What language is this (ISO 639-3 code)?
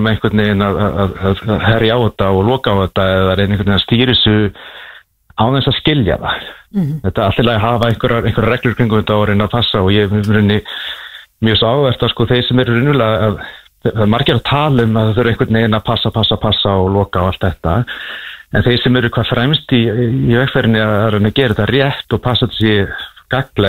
isl